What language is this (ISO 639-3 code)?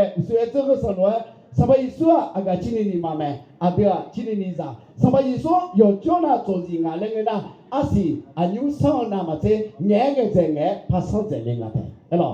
ahk